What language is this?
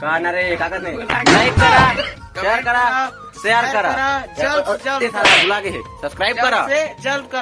Chhattisgarhi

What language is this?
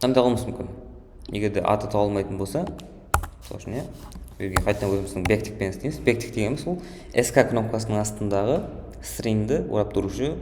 Kara-Kalpak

